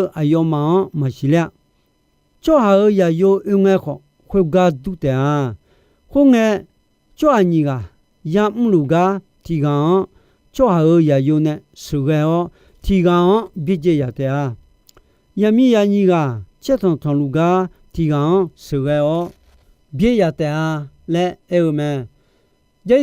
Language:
Akha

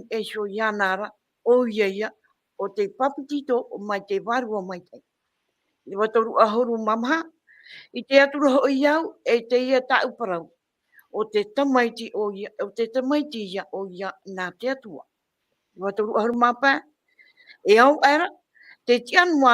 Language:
Tahitian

